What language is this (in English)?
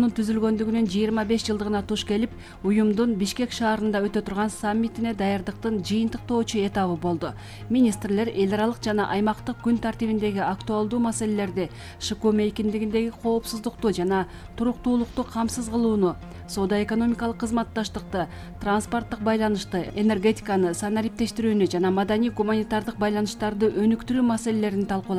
Kyrgyz